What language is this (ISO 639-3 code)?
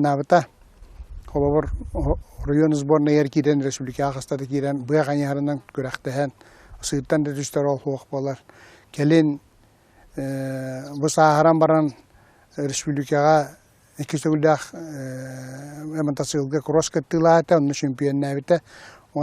sah